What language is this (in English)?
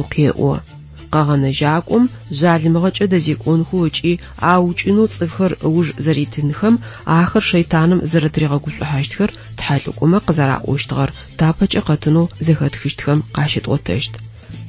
Adyghe